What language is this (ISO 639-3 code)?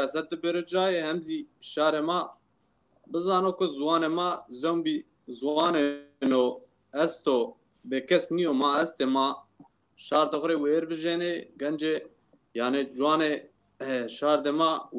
zza